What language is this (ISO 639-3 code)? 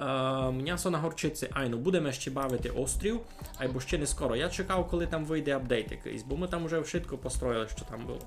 rue